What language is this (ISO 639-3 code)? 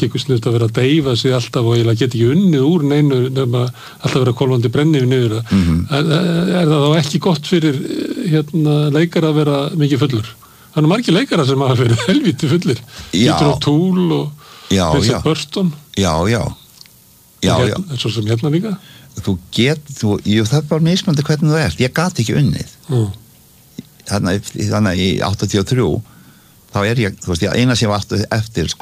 isl